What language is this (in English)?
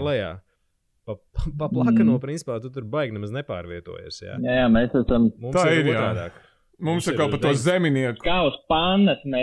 Latvian